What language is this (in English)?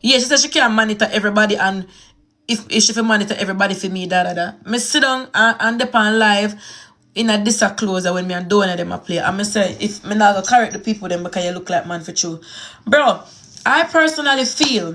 Jamaican Creole English